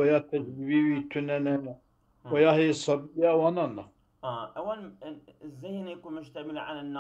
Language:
Kurdish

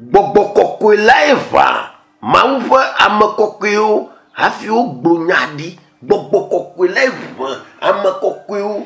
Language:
Ewe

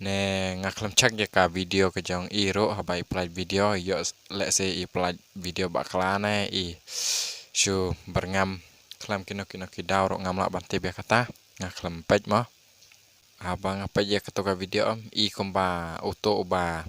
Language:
Khasi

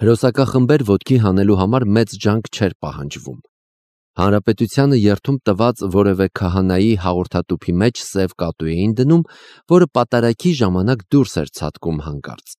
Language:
Armenian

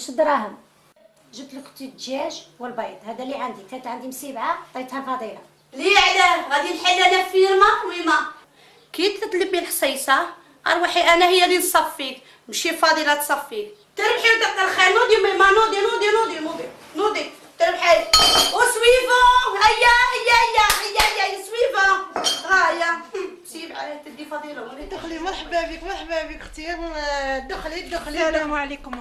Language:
Algerian Arabic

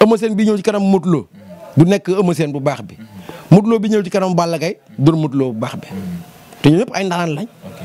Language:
Wolof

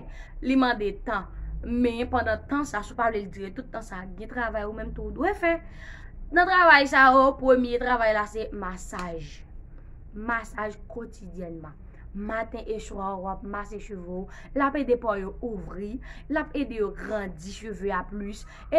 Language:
Haitian Creole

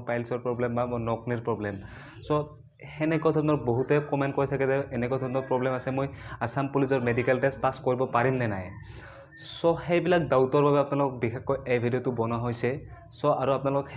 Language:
Assamese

